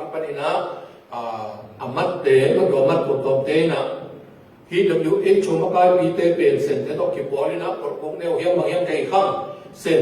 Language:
Tedim Chin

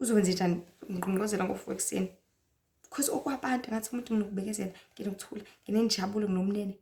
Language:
Zulu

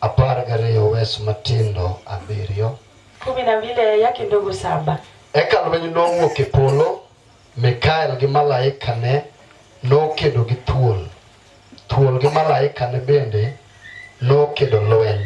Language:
Luo (Kenya and Tanzania)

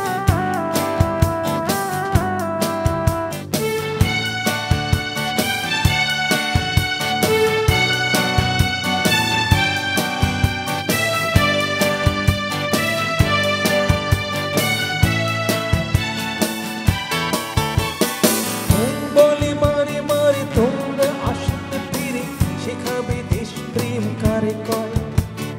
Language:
Bangla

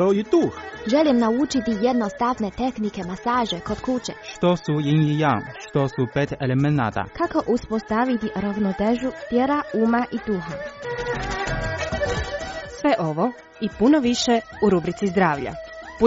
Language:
Croatian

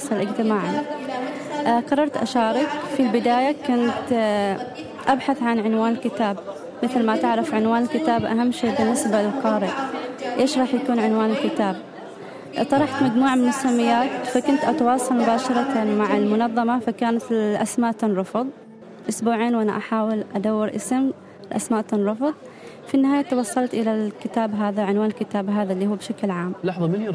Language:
Gulf Arabic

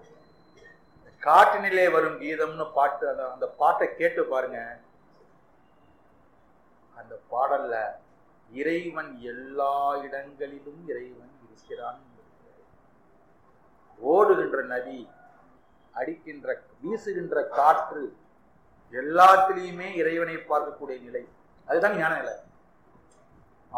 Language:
Tamil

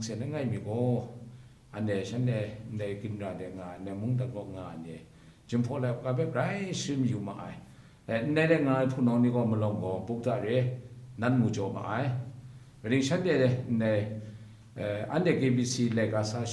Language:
Kachin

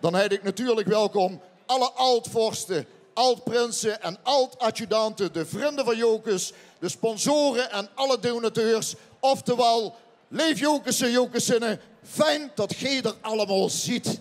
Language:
Limburgish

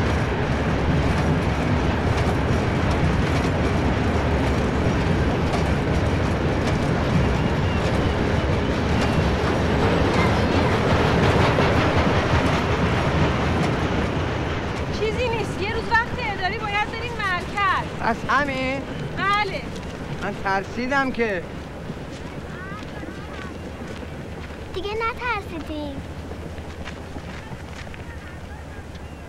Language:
Persian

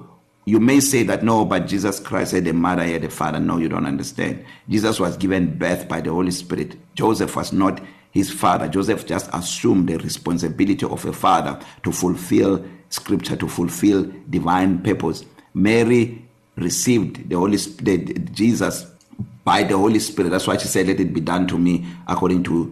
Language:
English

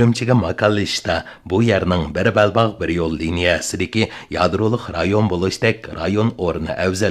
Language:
Uyghur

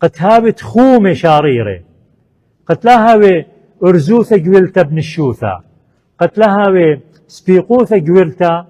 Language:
Assyrian Neo-Aramaic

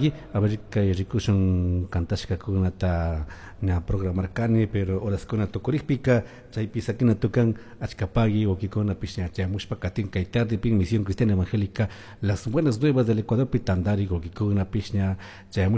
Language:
Chimborazo Highland Quichua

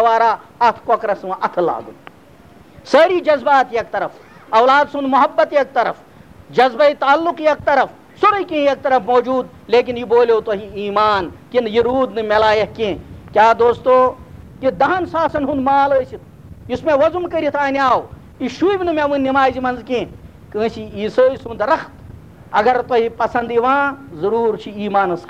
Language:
Kashmiri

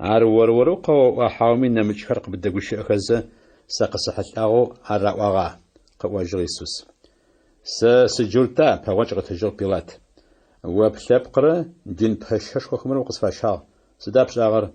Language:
Adyghe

